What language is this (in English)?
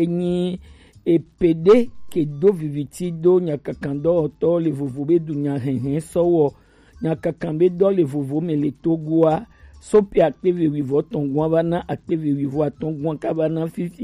Gen